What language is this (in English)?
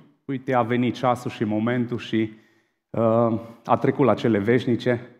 Romanian